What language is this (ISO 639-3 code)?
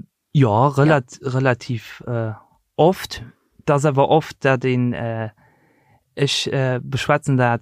ltz